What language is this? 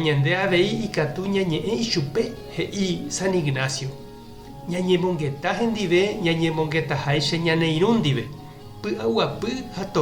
Guarani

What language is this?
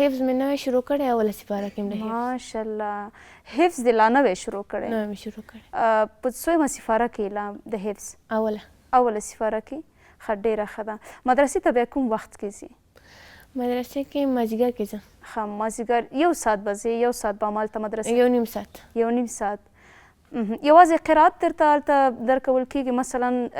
Pashto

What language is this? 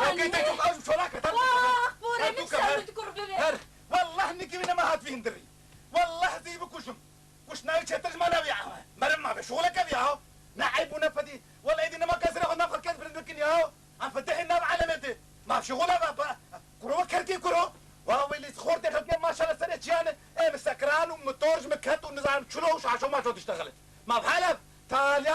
Kurdish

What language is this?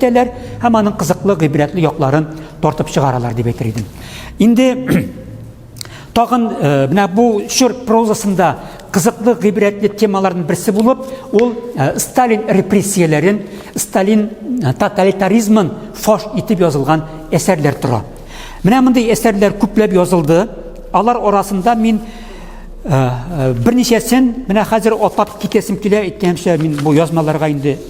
Tatar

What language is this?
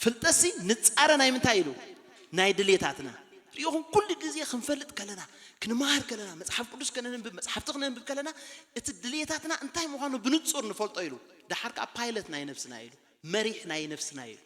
Tigrinya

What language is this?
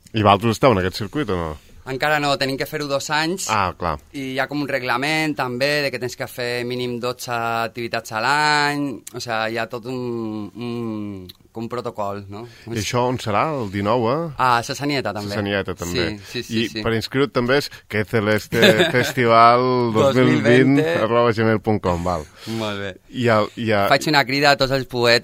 Catalan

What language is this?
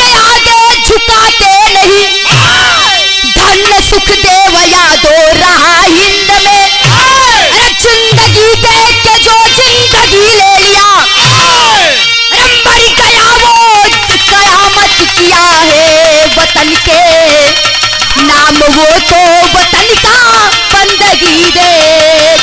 Bhojpuri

